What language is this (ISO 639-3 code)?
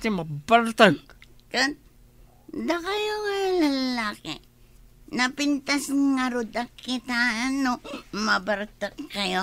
ilo